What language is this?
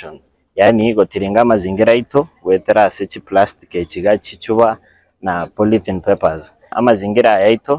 Gusii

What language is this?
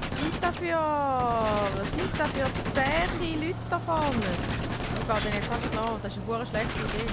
Swiss German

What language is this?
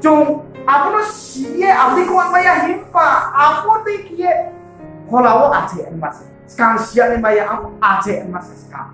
Riang (India)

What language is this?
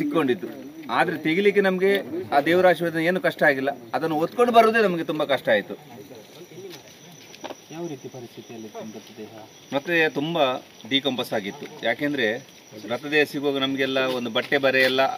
Kannada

